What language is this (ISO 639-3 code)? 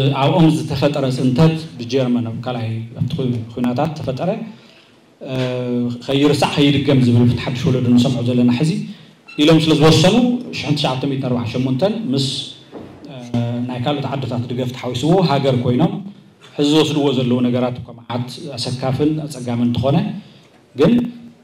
tir